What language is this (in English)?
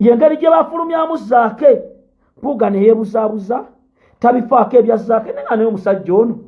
Ganda